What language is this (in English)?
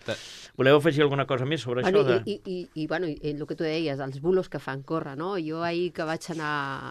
Catalan